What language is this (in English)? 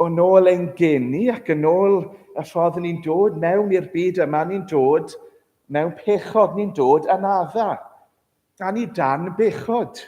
Welsh